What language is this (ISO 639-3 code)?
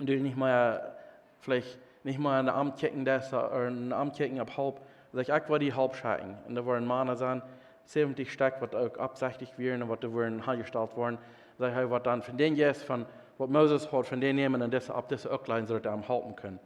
pdt